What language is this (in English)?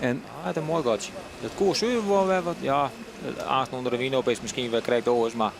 Western Frisian